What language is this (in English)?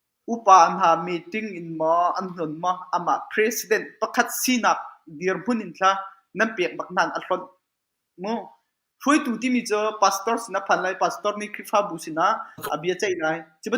Hakha Chin